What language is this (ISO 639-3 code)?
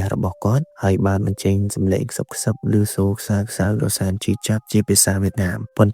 khm